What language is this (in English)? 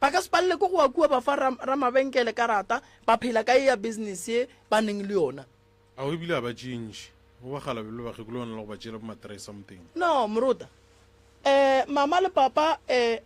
Northern Sotho